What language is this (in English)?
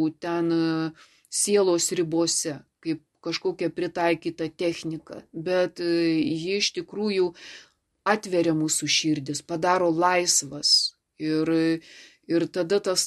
Lithuanian